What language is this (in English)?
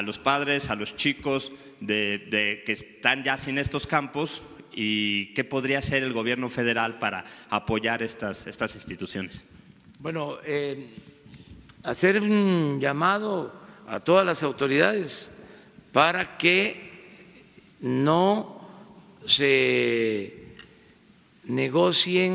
Spanish